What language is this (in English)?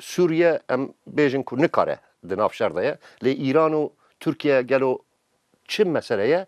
Kurdish